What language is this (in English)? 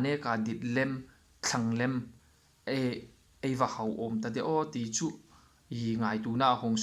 Hmar